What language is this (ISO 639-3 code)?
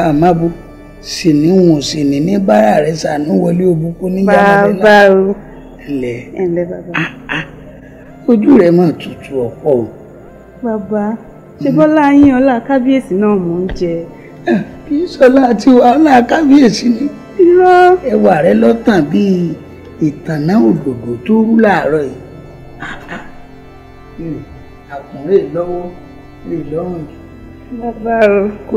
yor